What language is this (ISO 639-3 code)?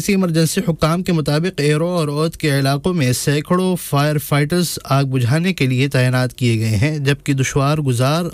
urd